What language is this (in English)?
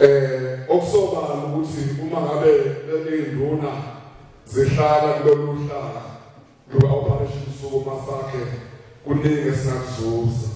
Zulu